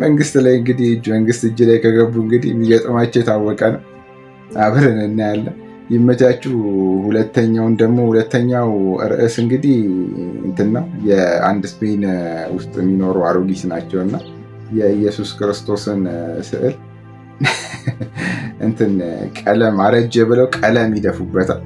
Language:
Amharic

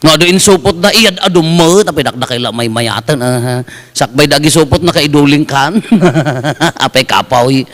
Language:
Iloko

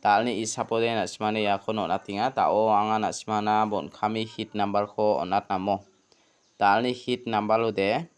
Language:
Garo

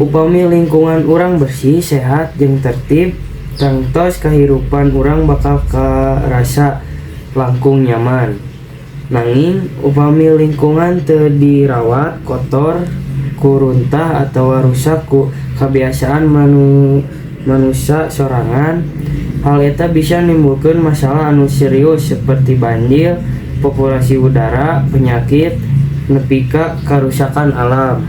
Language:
Sundanese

